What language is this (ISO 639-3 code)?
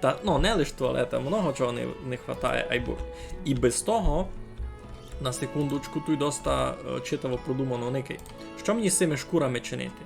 rue